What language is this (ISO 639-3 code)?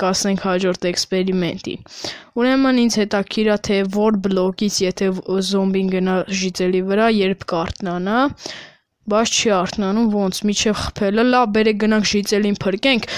hye